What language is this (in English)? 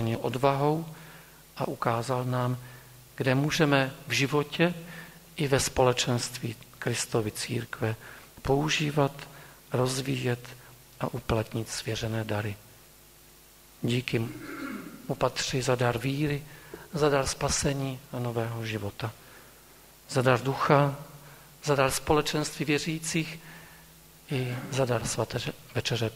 Czech